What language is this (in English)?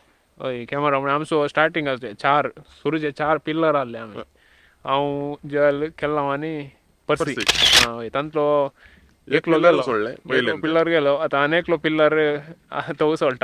Konkani